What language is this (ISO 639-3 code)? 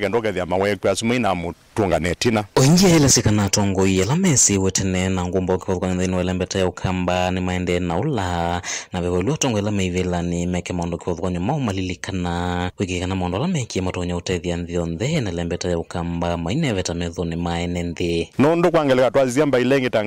kam